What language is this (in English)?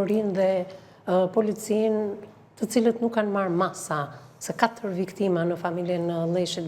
Albanian